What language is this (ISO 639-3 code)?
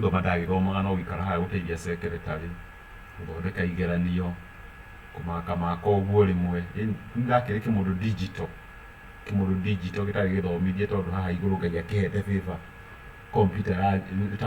kik